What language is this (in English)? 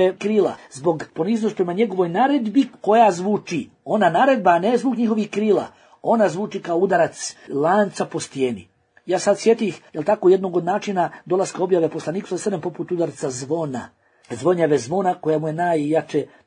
Bosnian